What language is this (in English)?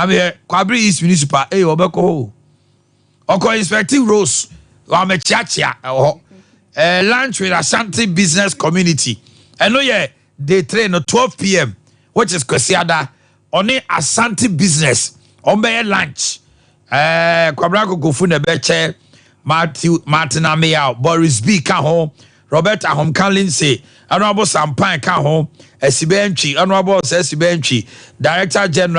Akan